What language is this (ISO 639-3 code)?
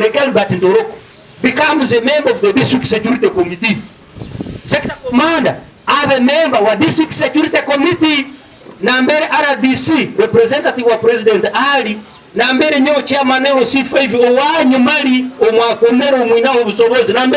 nyn